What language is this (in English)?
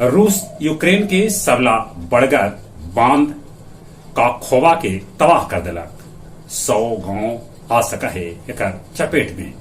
Magahi